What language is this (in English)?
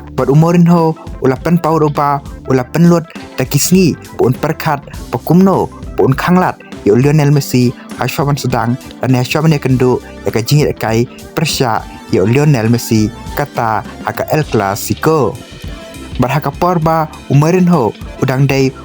Khasi